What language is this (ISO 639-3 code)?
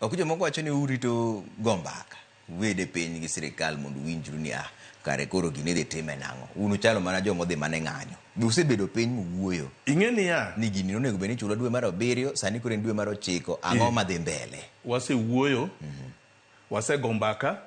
luo